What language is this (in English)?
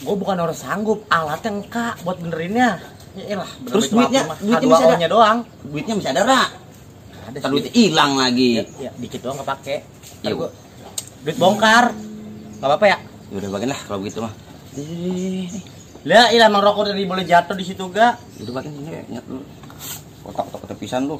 Betawi